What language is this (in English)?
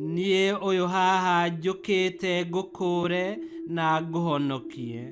Kikuyu